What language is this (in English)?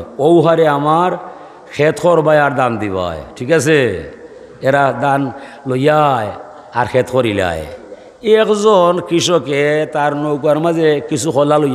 Sylheti